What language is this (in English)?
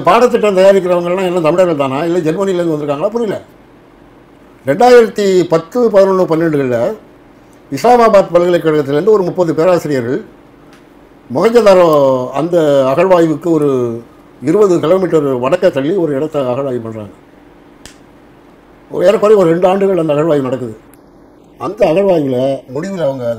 Tamil